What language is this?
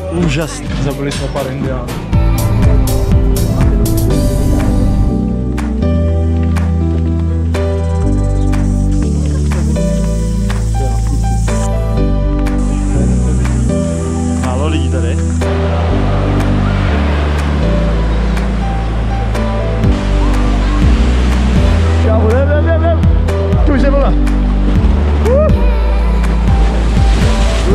Czech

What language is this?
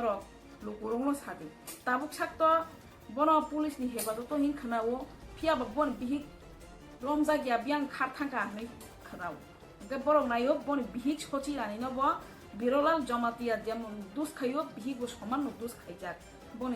Kok Borok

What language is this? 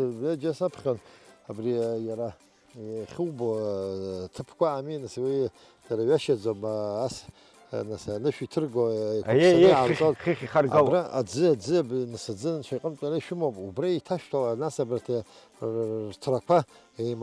Abkhazian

